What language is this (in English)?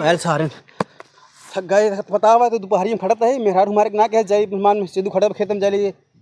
Awadhi